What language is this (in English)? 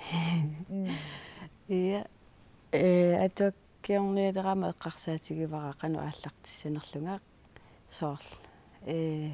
Kalaallisut